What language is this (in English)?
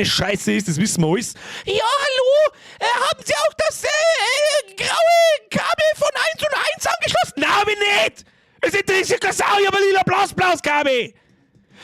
Bavarian